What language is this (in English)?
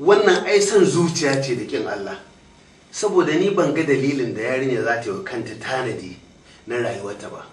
Hausa